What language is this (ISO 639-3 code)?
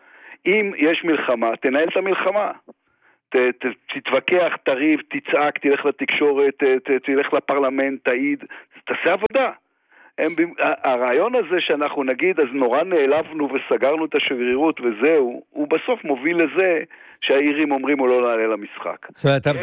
heb